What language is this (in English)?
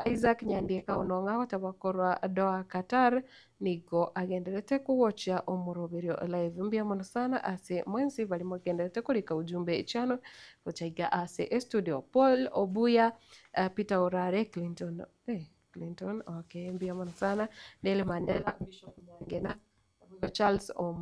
Gusii